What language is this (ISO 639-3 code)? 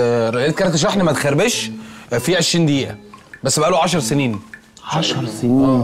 arz